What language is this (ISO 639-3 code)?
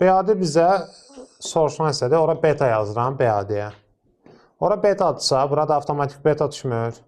aze